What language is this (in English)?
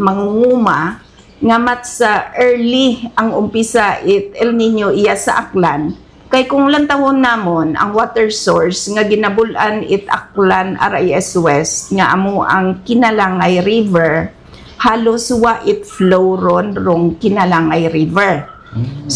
Hiligaynon